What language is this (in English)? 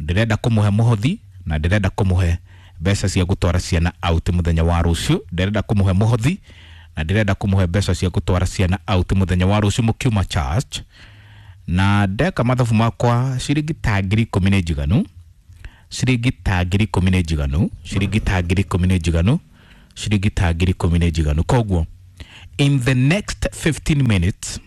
Kikuyu